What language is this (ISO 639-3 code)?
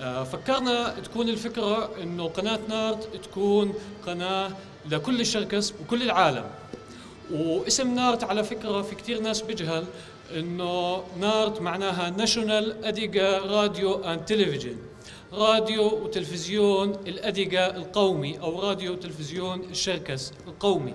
apc